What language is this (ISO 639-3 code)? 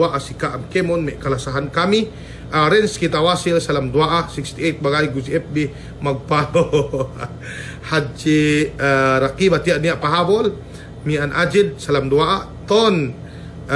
yka